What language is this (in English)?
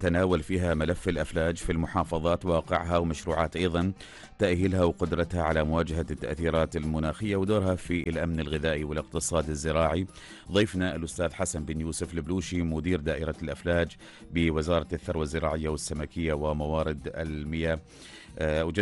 Arabic